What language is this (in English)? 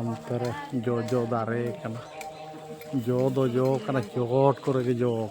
Santali